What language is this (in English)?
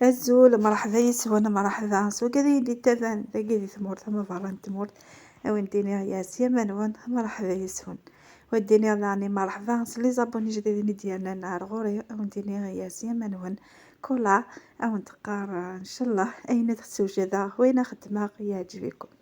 Kabyle